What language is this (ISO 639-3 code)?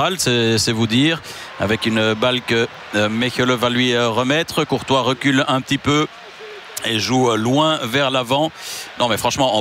fra